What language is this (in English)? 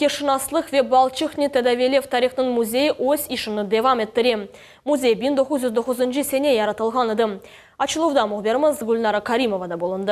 Crimean Tatar